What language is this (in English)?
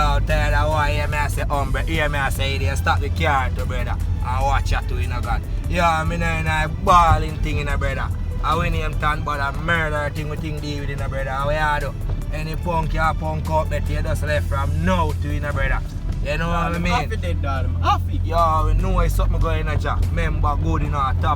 Jamaican Creole English